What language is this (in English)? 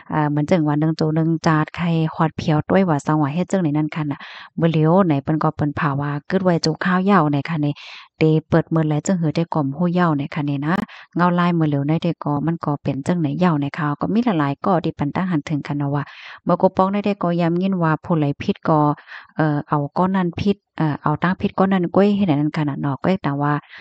Shan